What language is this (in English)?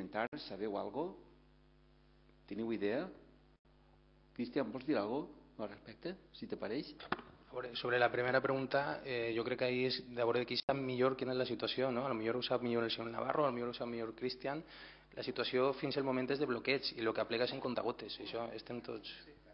Catalan